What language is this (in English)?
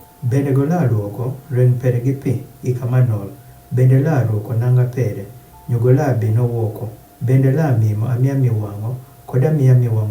Adhola